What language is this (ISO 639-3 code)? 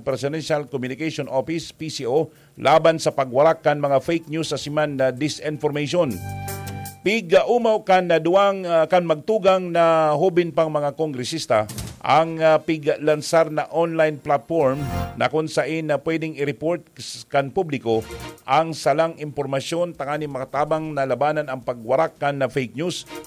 bik